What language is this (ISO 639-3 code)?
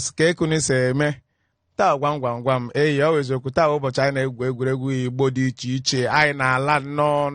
ibo